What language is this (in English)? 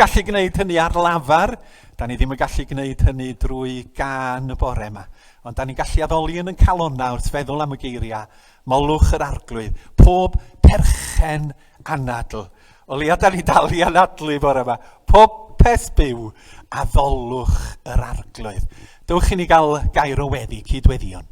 Welsh